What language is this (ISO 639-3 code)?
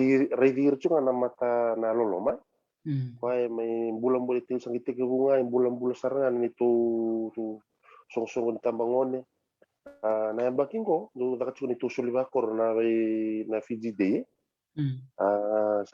fij